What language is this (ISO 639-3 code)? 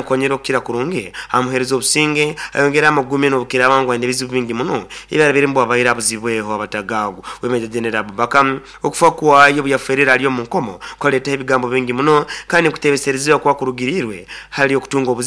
nyo